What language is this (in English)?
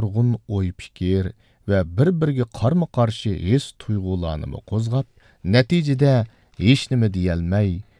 Uyghur